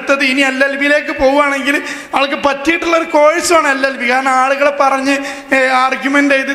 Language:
Malayalam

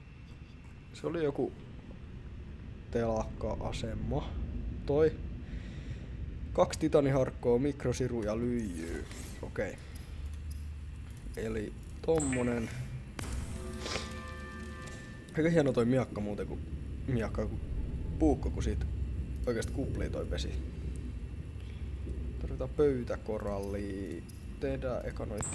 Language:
Finnish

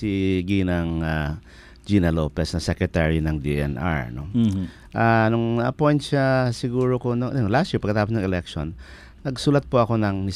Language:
Filipino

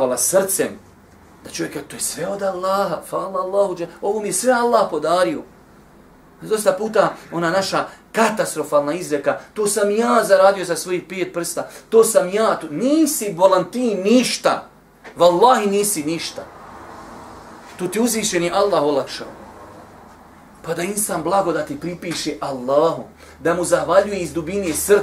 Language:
Bosnian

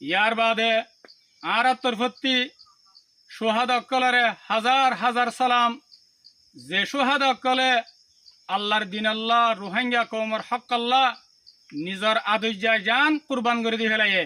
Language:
Rohingya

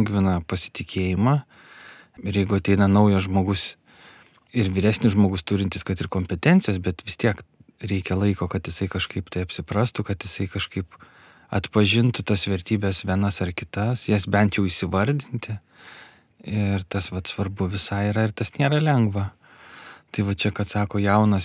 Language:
Lithuanian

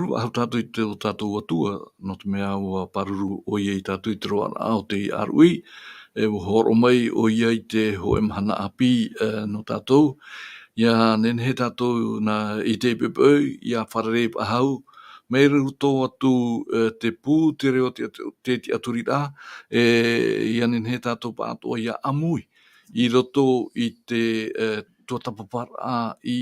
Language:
Tahitian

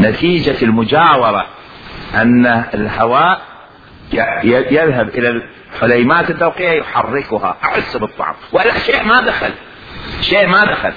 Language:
Mesopotamian Arabic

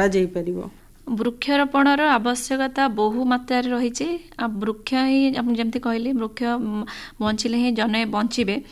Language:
Odia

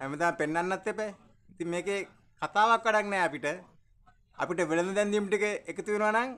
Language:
Sinhala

